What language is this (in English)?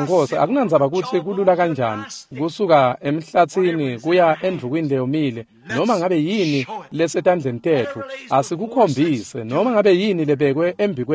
Swati